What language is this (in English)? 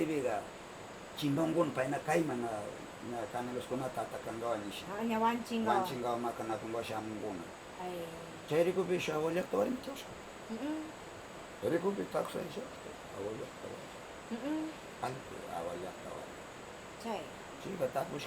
Northern Pastaza Quichua